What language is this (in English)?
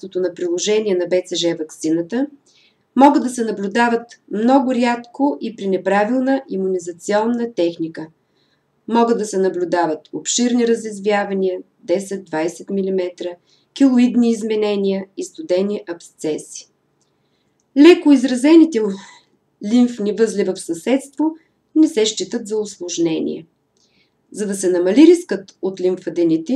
Bulgarian